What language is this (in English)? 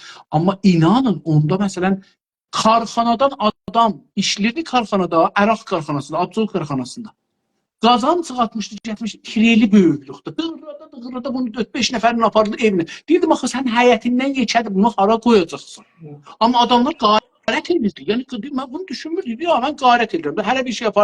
South Azerbaijani